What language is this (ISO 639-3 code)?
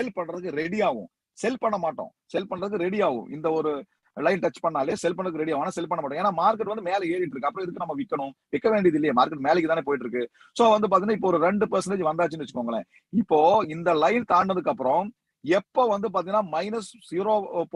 tam